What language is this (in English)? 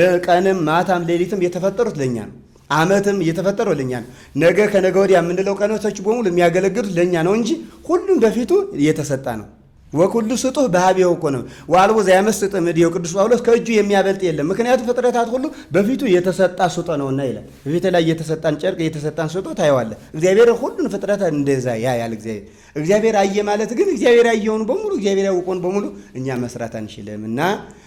Amharic